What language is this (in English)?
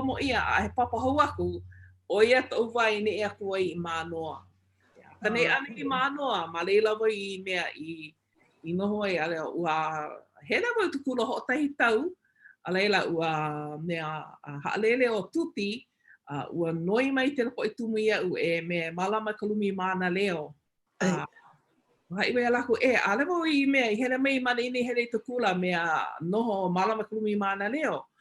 Hawaiian